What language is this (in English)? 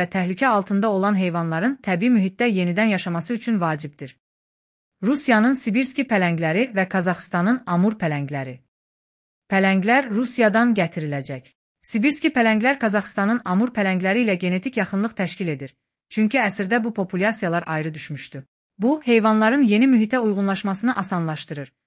Azerbaijani